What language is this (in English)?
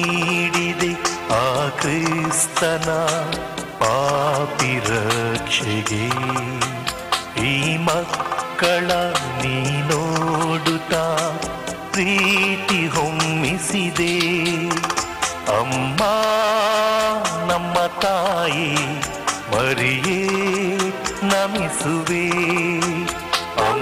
Kannada